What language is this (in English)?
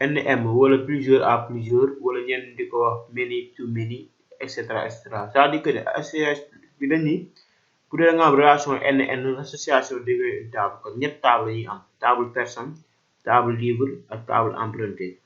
Wolof